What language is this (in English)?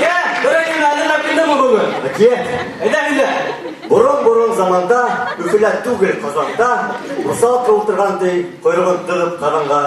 Bashkir